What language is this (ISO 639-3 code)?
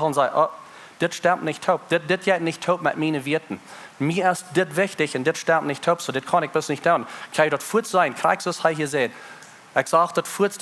pdt